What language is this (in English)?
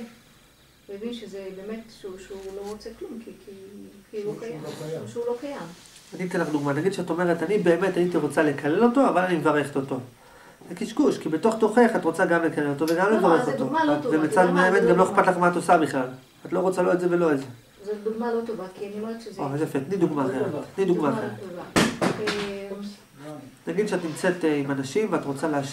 Hebrew